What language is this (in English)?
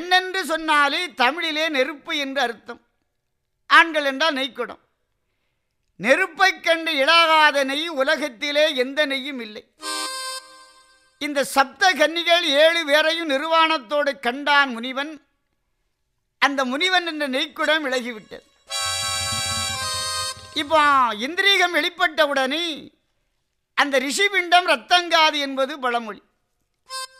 Tamil